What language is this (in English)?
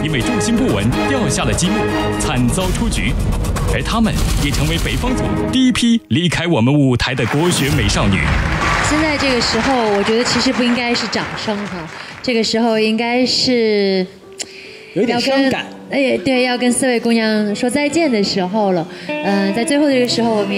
Chinese